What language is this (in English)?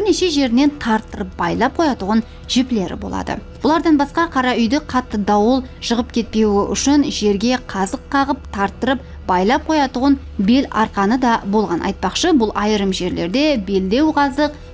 Kara-Kalpak